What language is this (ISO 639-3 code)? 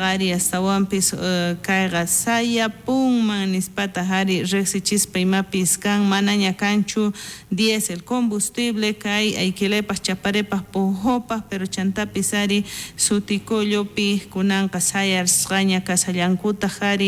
quh